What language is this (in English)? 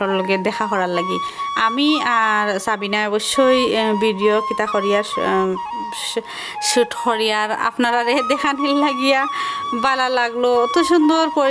Sylheti